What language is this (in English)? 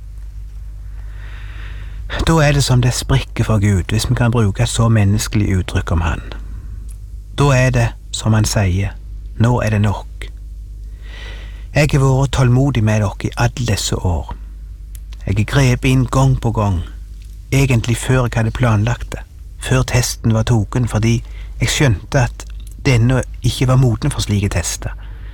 Norwegian